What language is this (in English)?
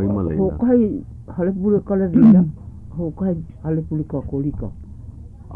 Hawaiian